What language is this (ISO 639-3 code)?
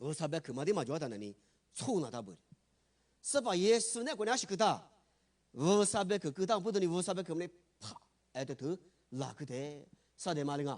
lis